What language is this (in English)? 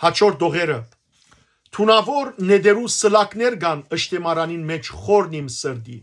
Western Armenian